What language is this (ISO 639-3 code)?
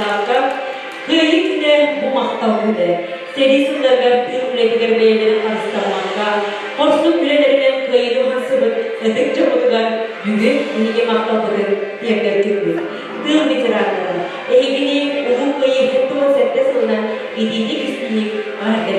sah